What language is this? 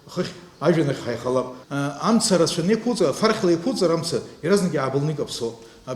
Abkhazian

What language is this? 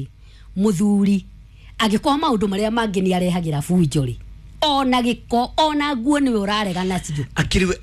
Kikuyu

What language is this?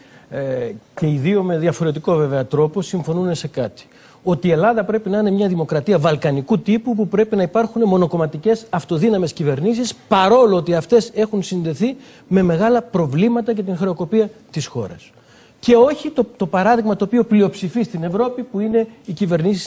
Greek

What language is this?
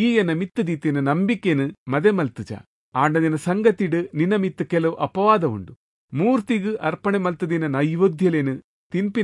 Tulu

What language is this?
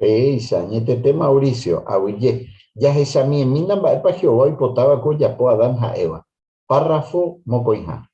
Guarani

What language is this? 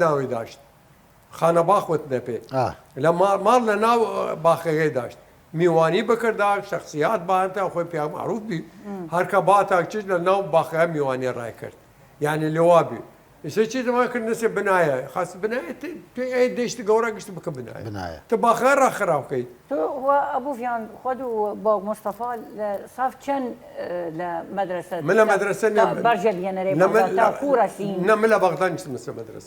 Southern Kurdish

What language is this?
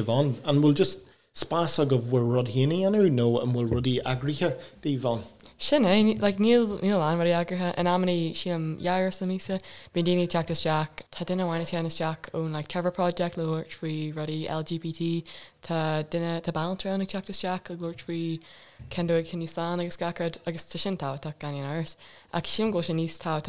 Irish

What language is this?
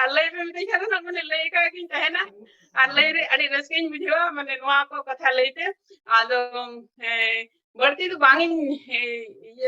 Santali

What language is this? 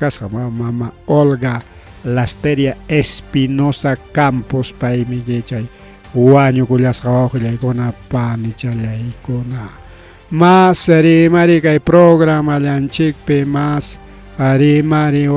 Ayacucho Quechua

